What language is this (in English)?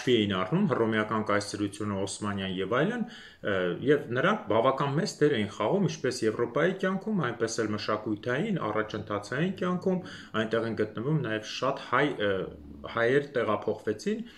Armenian